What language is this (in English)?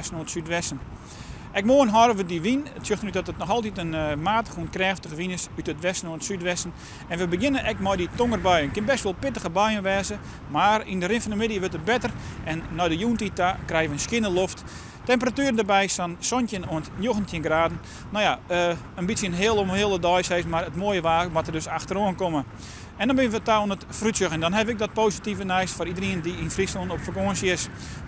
Western Frisian